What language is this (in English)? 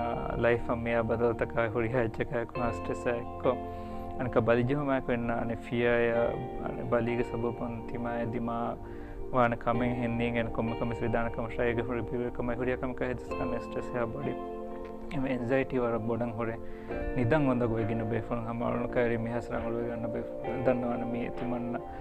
Divehi